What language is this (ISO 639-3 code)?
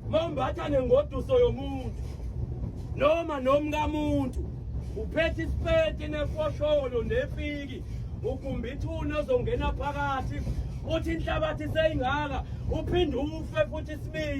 zul